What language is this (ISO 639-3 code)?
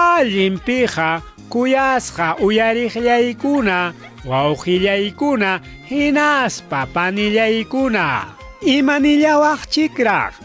quy